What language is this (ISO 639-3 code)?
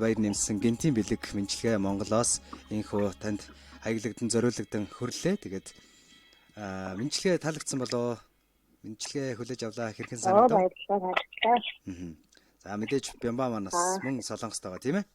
mon